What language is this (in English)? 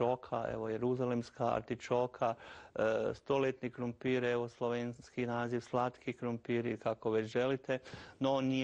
Croatian